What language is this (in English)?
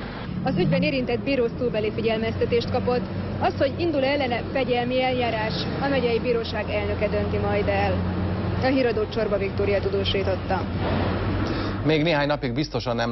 Hungarian